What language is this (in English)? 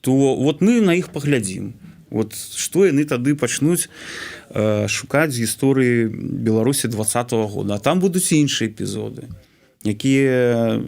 Belarusian